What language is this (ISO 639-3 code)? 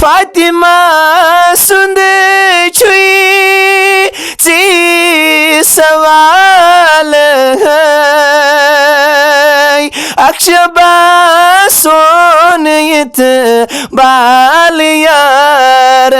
kas